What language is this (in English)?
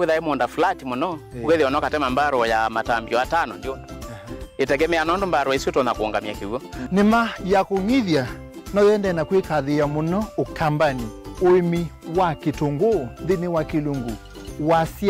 Kamba